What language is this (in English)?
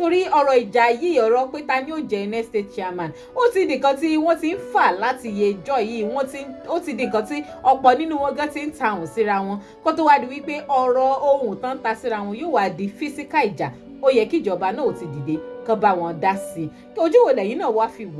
Yoruba